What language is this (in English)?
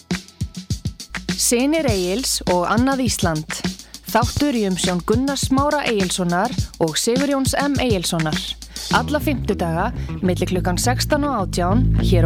Icelandic